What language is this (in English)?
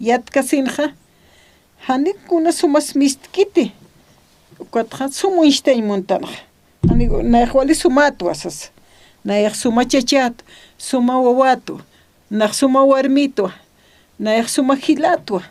Aymara